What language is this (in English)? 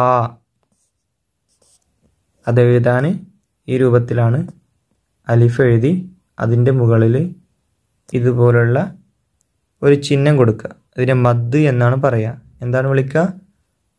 Malayalam